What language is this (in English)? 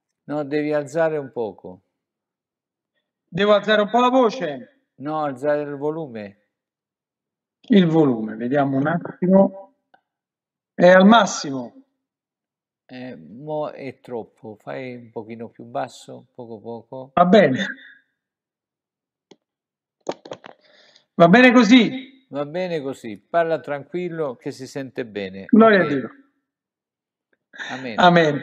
Italian